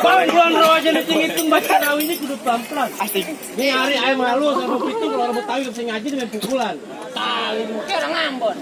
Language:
Betawi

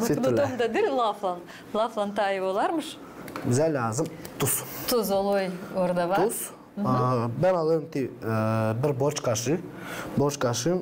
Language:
Gagauz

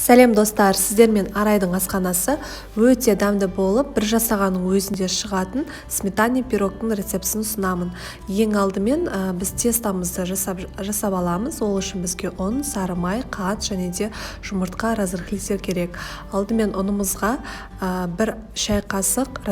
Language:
Kazakh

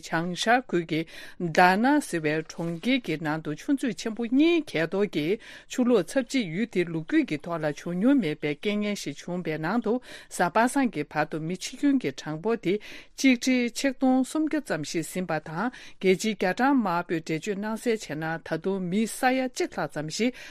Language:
Tibetan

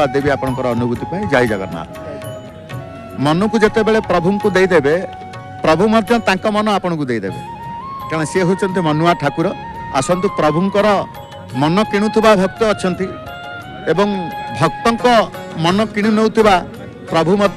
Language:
Odia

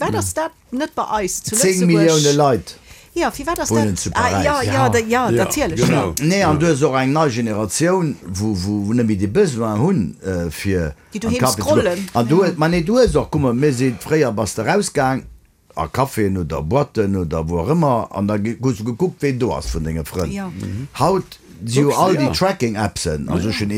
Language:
Luxembourgish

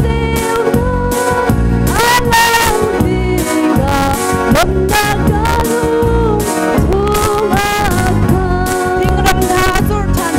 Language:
Hakha Chin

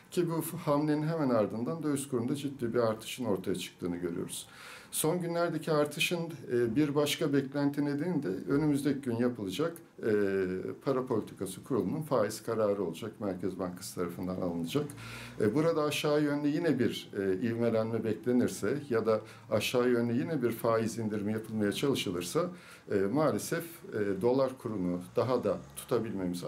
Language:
Turkish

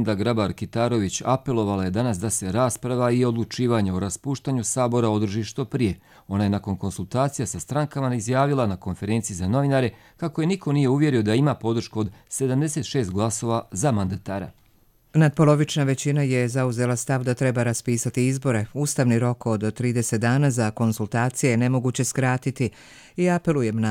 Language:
Croatian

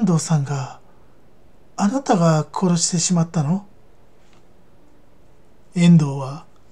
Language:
Japanese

